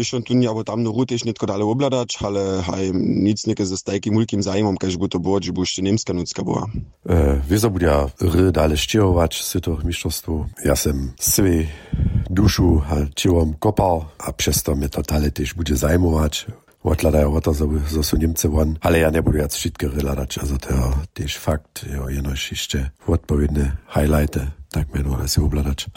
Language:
Upper Sorbian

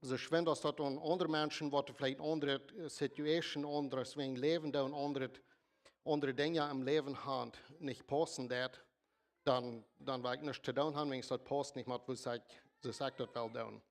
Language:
Plautdietsch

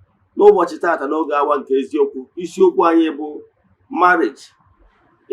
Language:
Igbo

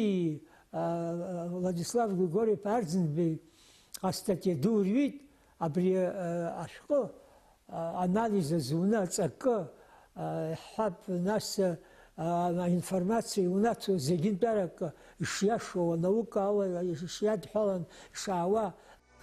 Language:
Abkhazian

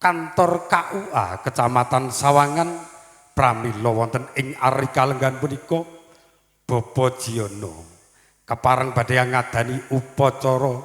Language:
Javanese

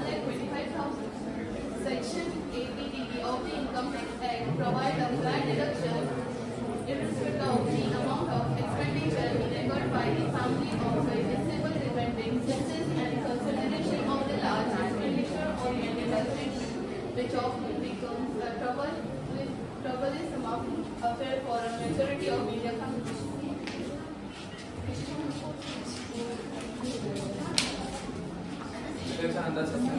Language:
English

